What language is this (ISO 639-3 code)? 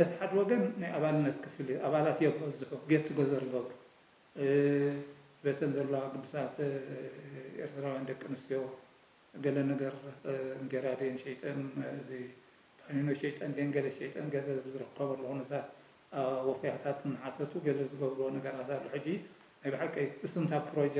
tir